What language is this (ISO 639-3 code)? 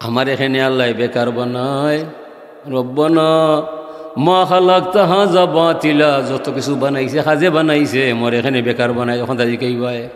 syl